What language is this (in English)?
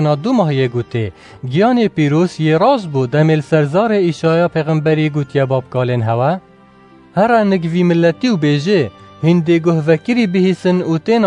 Kurdish